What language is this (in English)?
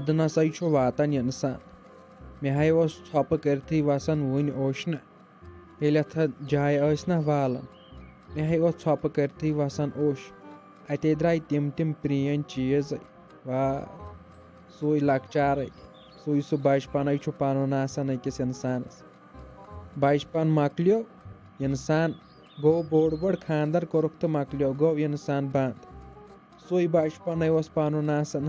Kashmiri